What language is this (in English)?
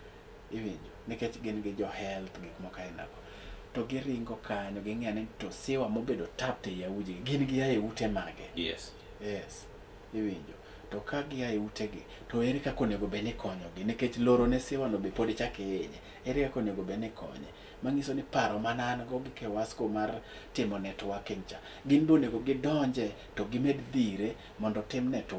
Luo (Kenya and Tanzania)